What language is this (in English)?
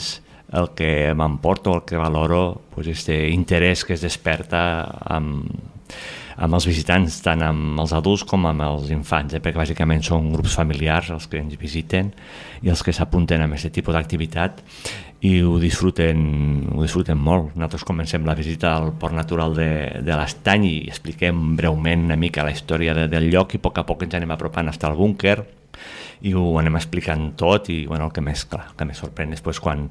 Catalan